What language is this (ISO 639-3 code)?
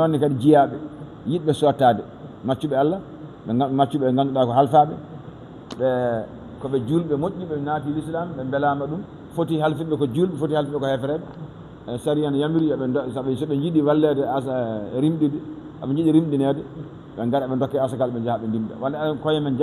ful